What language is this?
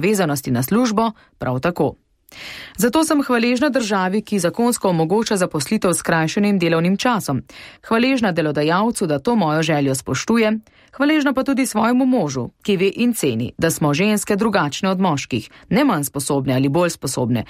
Slovenian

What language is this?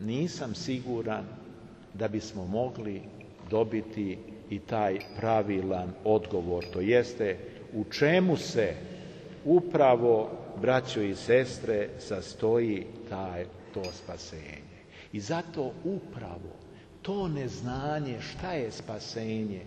Serbian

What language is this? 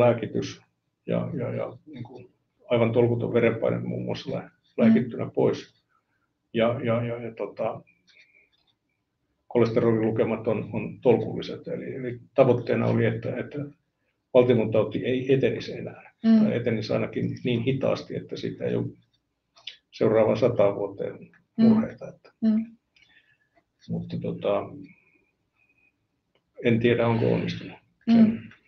Finnish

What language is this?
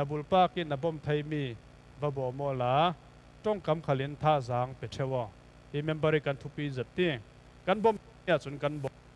Falam Chin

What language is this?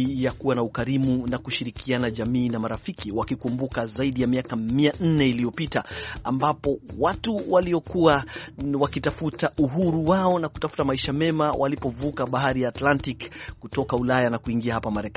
Swahili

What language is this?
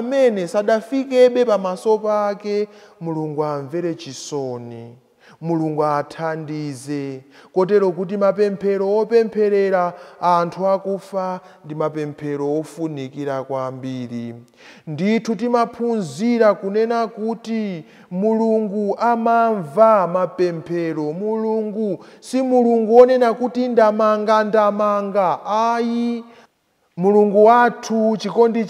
Nyanja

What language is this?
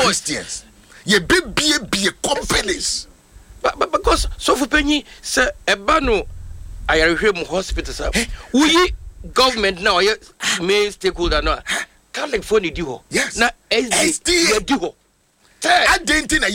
Akan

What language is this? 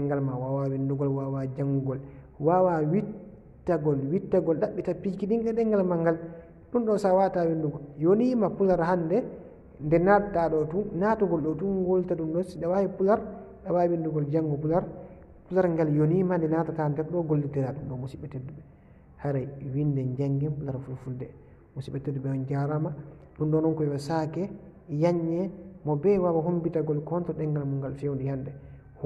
Fula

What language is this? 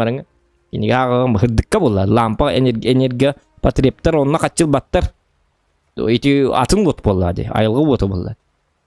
Yakut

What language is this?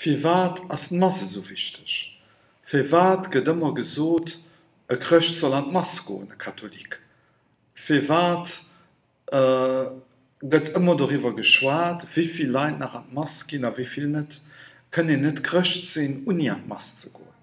Luxembourgish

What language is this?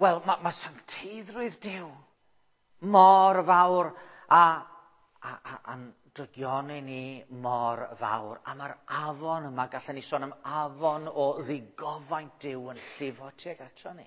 Welsh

